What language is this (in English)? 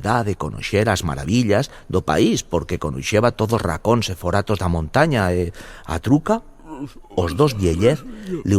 Aragonese